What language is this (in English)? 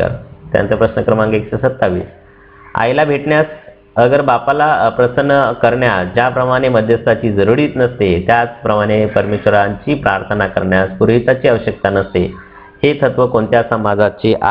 Marathi